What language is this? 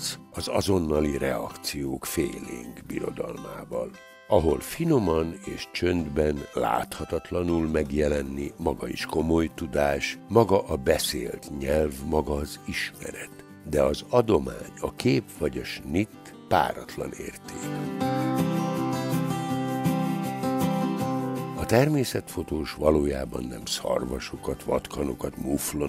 Hungarian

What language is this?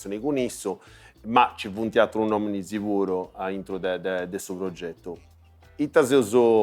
Sardinian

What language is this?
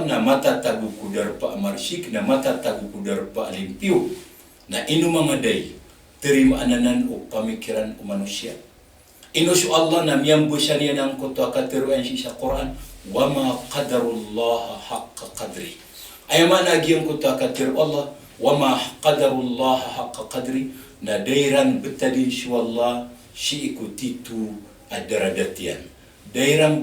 Maranao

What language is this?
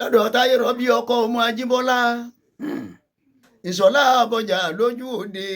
Yoruba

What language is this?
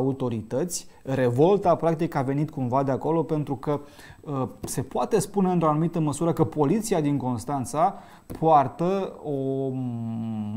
Romanian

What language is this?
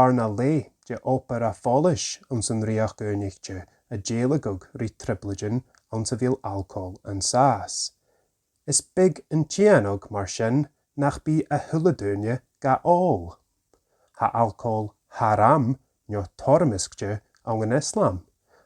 Scottish Gaelic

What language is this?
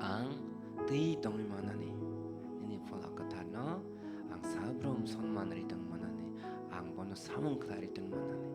Kok Borok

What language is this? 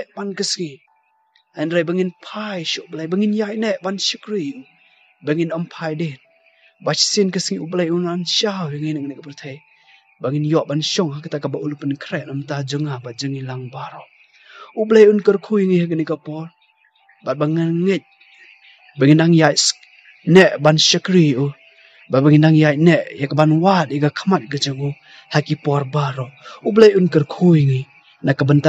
Khasi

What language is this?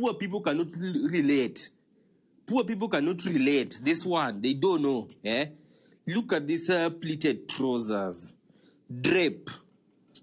Luo (Kenya and Tanzania)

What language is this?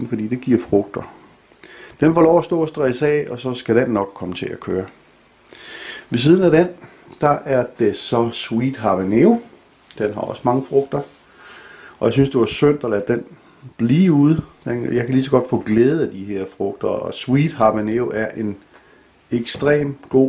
Danish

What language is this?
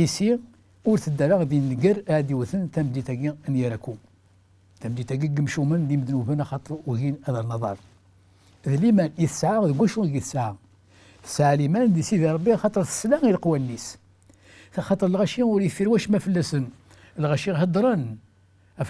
Kabyle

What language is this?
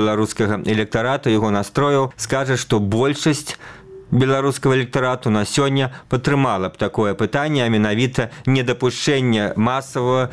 Belarusian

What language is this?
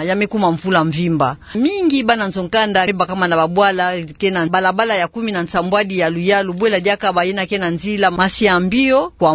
Kituba (Democratic Republic of Congo)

